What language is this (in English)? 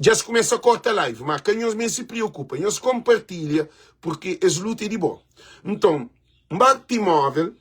Kabuverdianu